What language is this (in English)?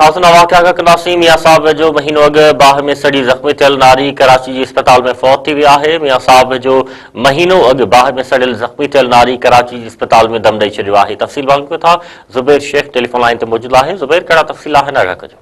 Sindhi